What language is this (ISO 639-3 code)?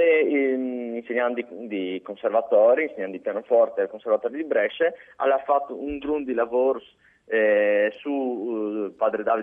fur